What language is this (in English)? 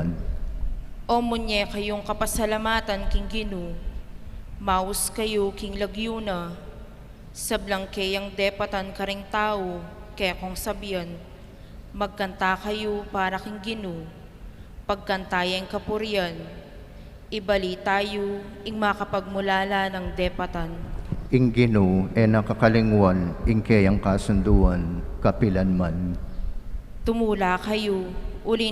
Pampanga